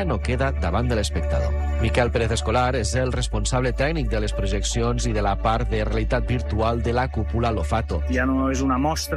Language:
Catalan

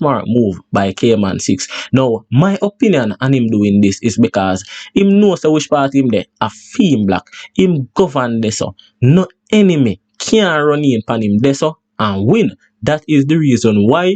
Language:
Jamaican Creole English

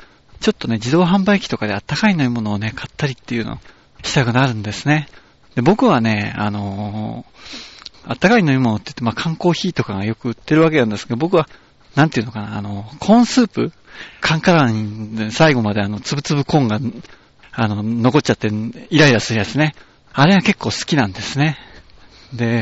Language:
Japanese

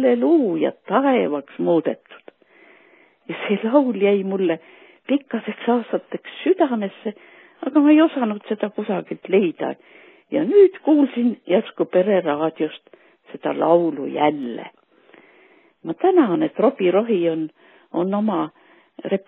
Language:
Estonian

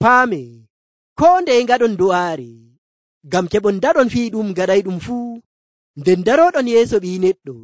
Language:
Nigerian Fulfulde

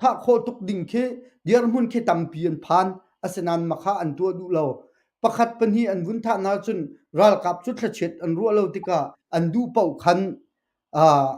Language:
Hakha Chin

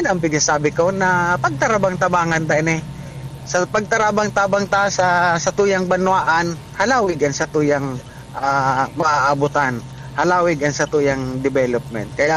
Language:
Bikol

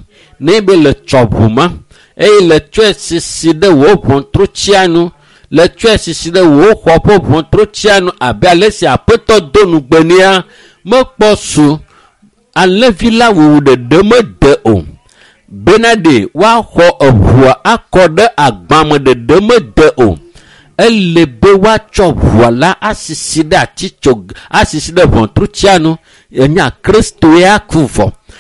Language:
Ewe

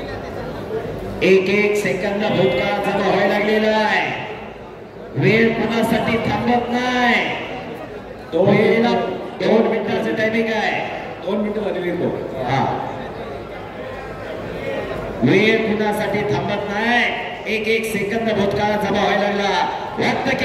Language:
Marathi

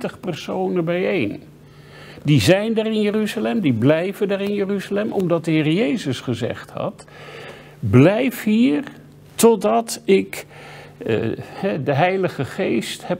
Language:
Dutch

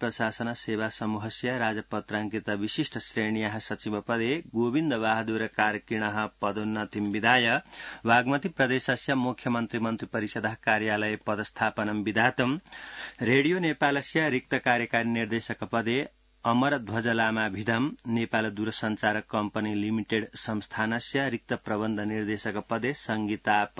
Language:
Sanskrit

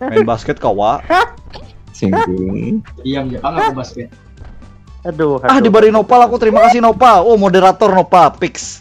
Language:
Banjar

